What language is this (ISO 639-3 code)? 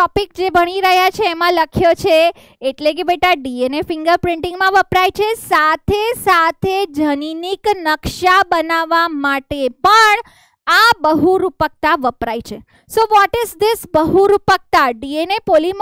guj